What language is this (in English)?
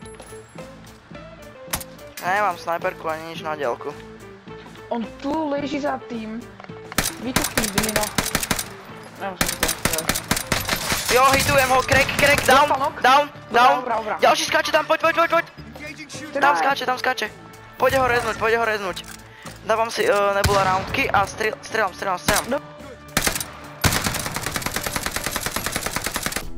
Slovak